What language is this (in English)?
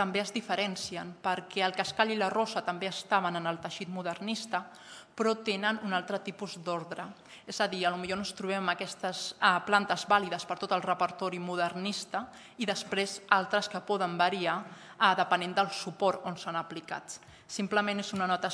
Catalan